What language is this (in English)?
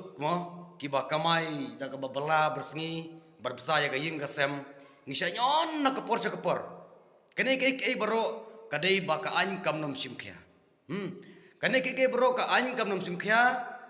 Khasi